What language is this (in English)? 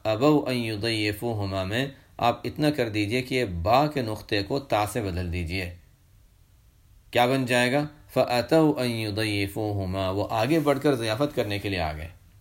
Urdu